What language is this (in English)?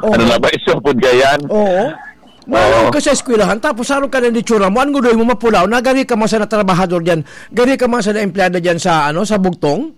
Bikol